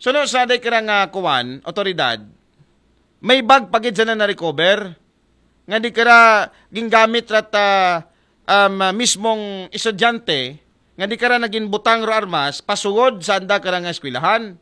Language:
Aklanon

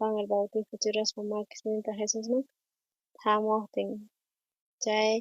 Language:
South Bolivian Quechua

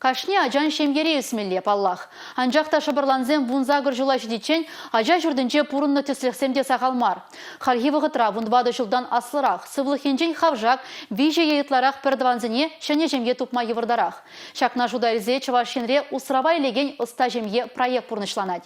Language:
Chuvash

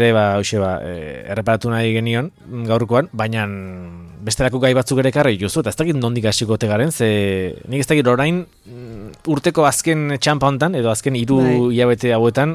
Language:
Basque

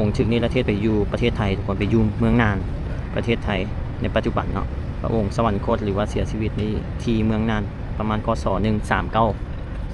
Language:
Lao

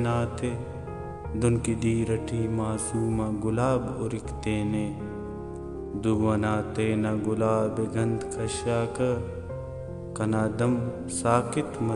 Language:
Brahui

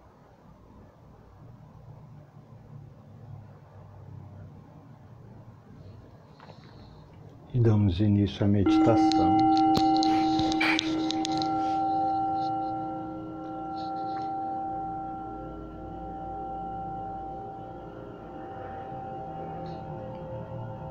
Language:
Portuguese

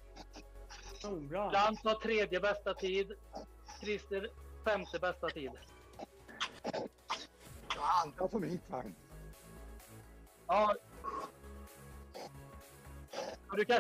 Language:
Swedish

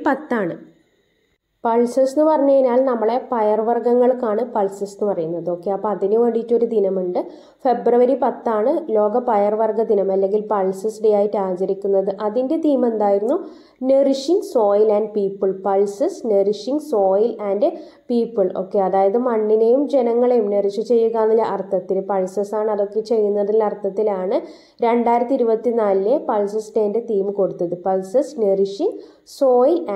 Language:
Malayalam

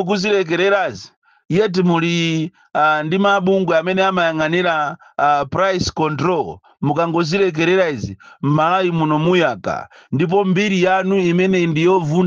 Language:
Nyanja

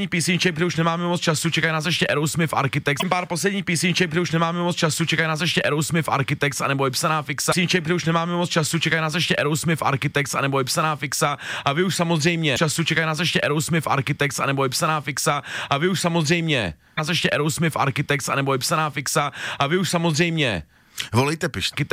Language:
Czech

